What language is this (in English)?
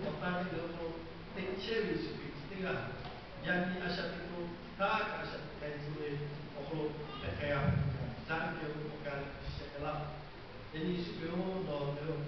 Lahu